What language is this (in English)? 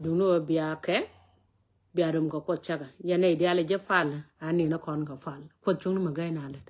Nuer